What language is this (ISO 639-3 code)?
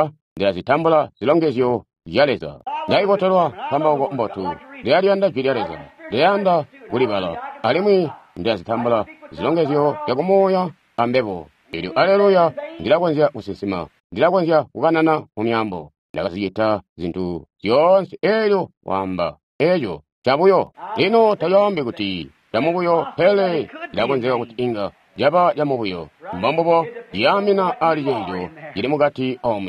toi